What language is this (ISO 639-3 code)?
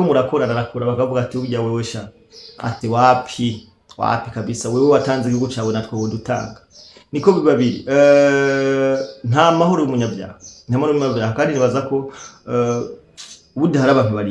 run